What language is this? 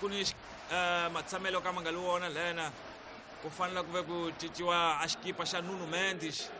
Tsonga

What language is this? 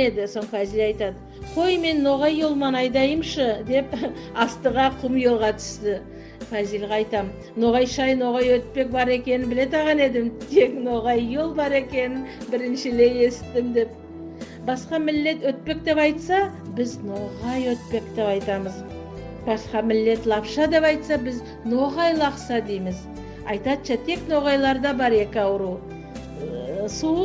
Nogai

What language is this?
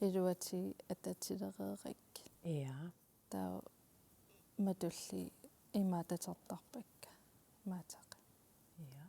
Kalaallisut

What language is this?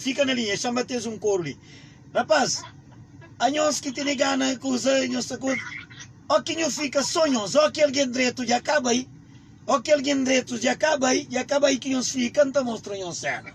Kabuverdianu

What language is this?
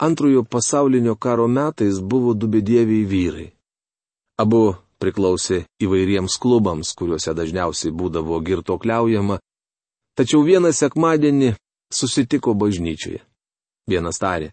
Lithuanian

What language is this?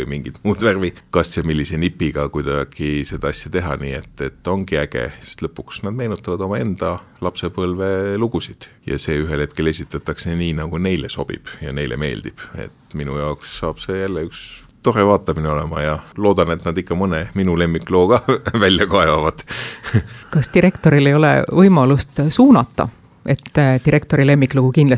Estonian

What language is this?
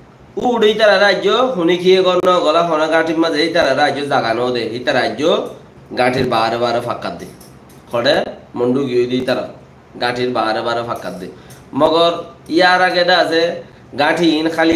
Rohingya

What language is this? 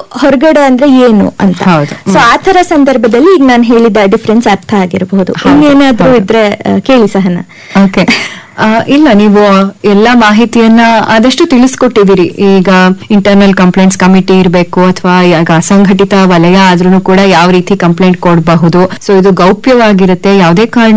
Kannada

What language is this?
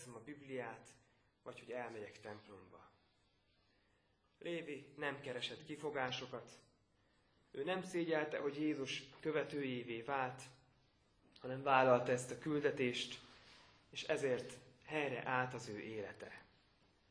Hungarian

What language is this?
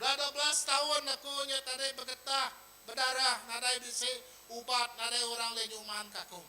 Iban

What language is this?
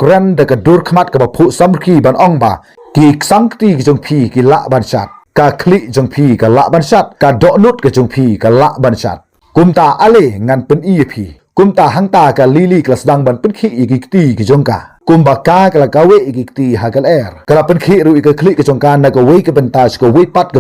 Khasi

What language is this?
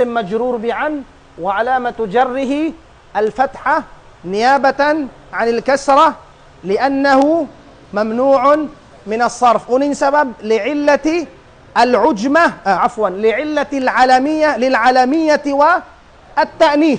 Tausug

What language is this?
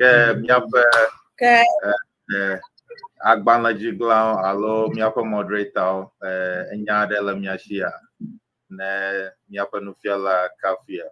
Ewe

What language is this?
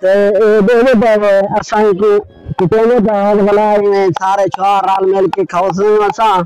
Saraiki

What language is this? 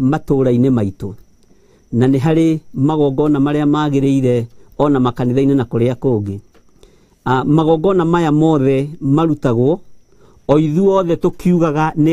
Kikuyu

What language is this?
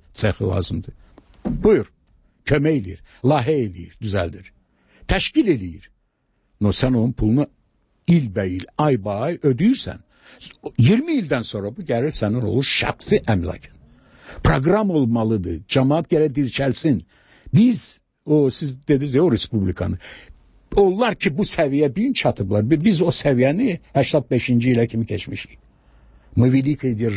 Azerbaijani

